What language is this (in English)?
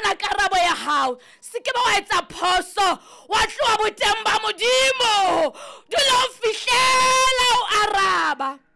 Southern Sotho